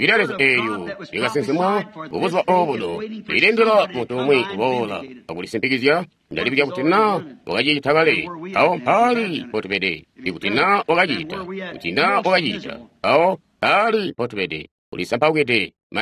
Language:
Tonga (Zambia)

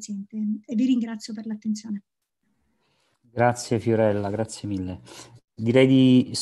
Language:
Italian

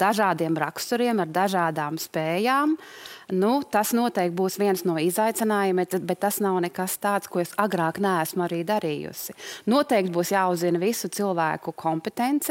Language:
Latvian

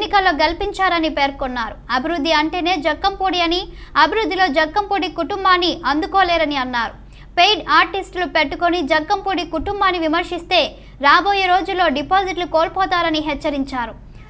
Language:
Telugu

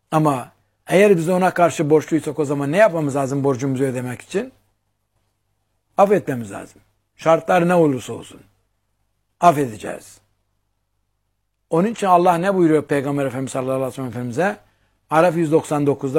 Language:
Turkish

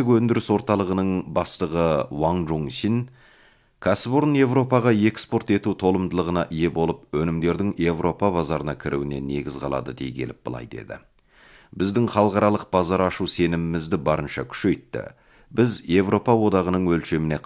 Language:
Kazakh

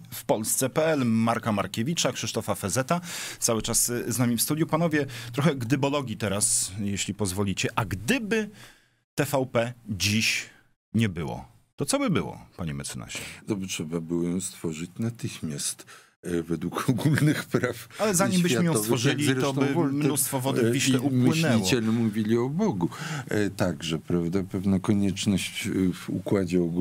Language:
Polish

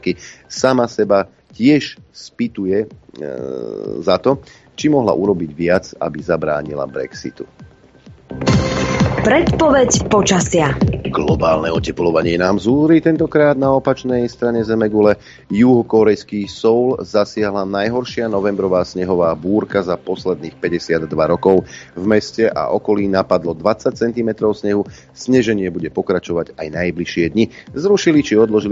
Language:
Slovak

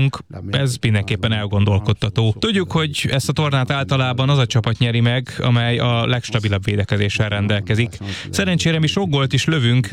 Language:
Hungarian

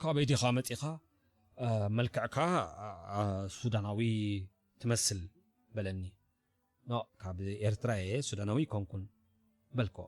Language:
Tigrinya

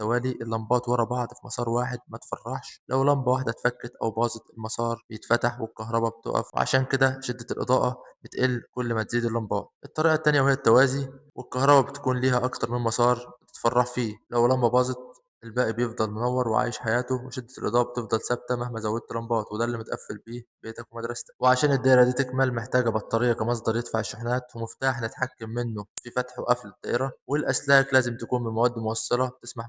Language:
Egyptian Arabic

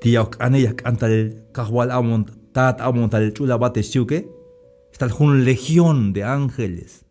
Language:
Tzeltal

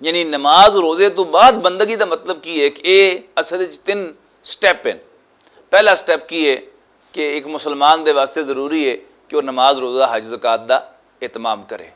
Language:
Western Panjabi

